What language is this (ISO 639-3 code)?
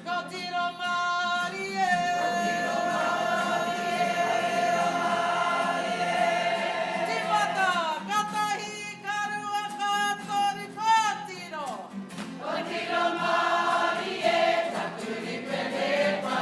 mri